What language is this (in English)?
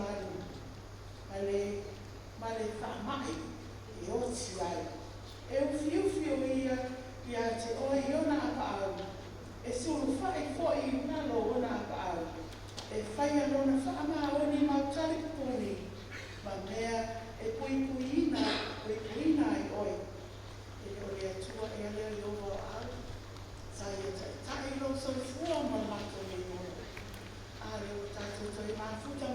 Samoan